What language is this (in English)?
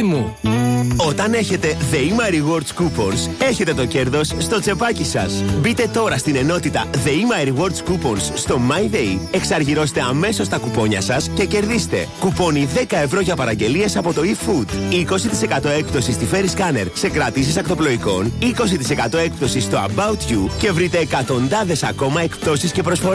Greek